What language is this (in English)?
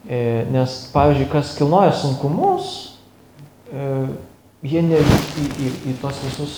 Lithuanian